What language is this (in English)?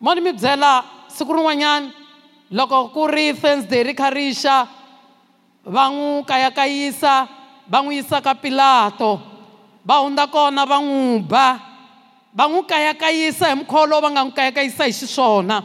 Tsonga